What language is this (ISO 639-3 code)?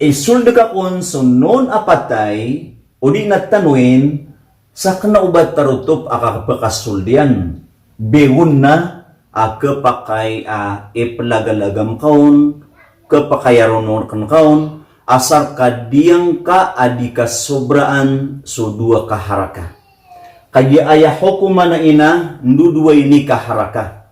mrw